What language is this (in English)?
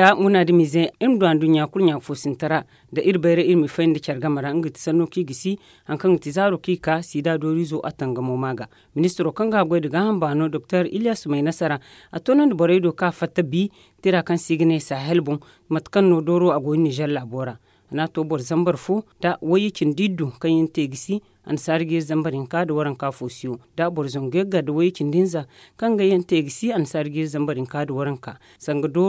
Zarma